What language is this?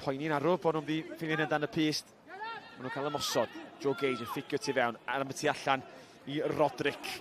Welsh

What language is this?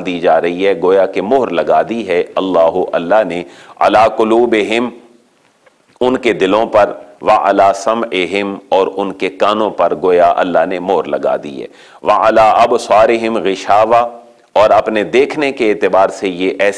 Urdu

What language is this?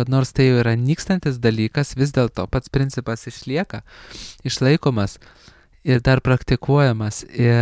Lithuanian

